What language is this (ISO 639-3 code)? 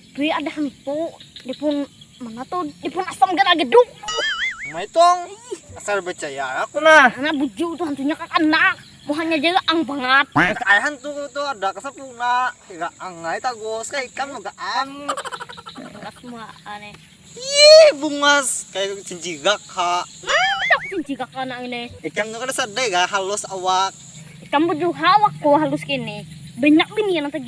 bjn